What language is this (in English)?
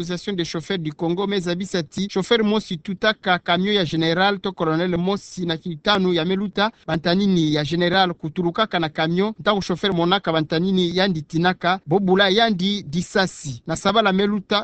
Kituba (Democratic Republic of Congo)